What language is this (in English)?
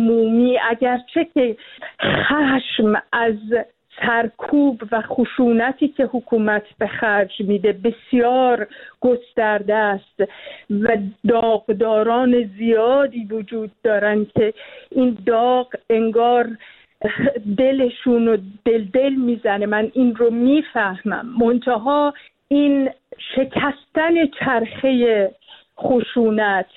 Persian